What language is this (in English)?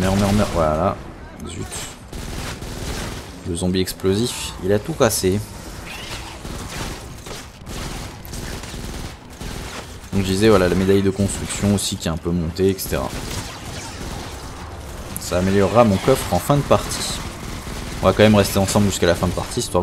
French